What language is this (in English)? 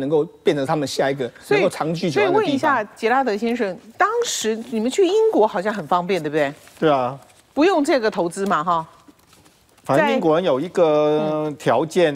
Chinese